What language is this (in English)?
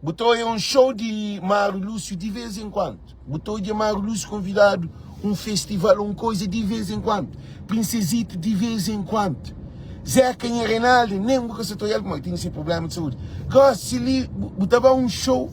Kabuverdianu